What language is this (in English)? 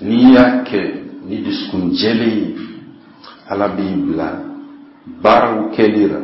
Bambara